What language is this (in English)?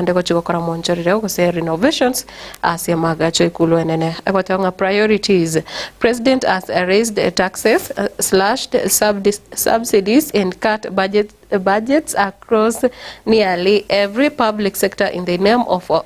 Gusii